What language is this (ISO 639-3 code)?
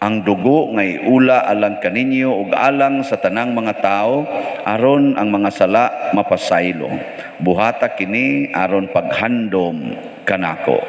ceb